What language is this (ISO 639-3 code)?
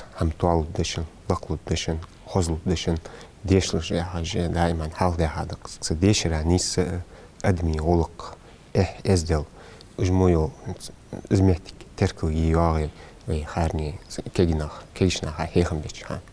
inh